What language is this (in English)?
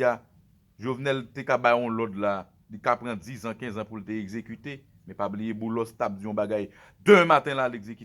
Haitian Creole